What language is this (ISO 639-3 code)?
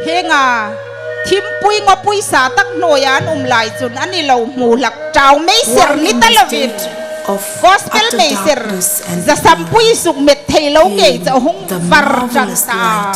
hmr